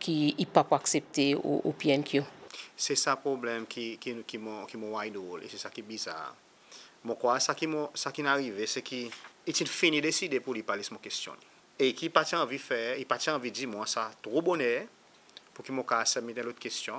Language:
Seselwa Creole French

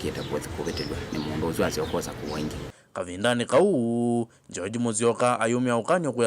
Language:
Kamba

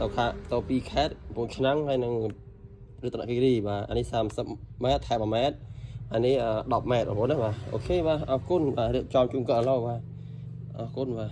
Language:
Khmer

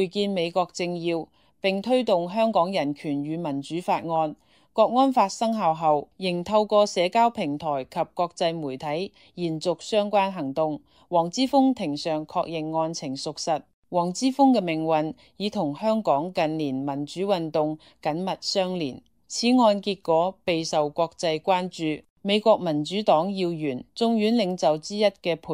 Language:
Cantonese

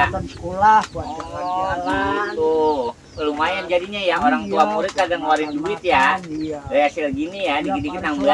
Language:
Betawi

